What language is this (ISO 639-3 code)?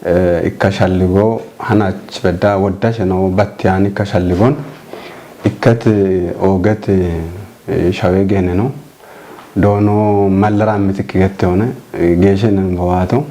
kbr